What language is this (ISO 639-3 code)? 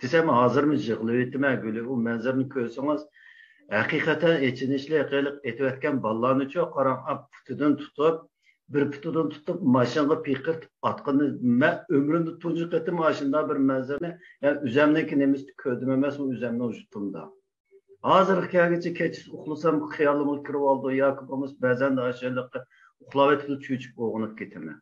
uig